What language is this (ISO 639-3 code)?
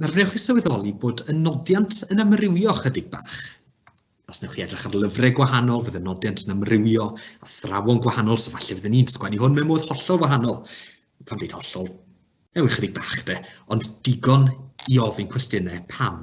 cym